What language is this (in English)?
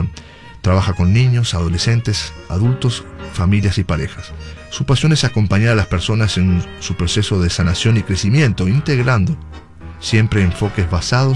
Spanish